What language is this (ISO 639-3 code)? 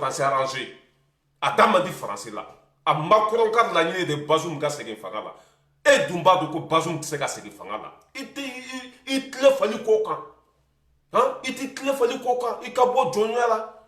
bam